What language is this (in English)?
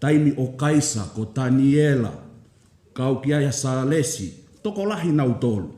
Tongan